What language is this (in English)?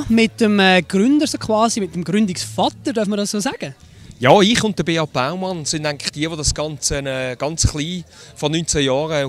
Swiss German